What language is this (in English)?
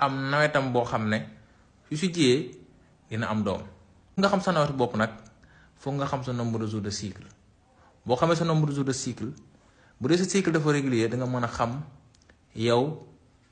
Wolof